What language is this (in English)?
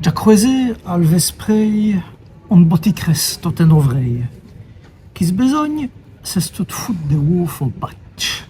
Walloon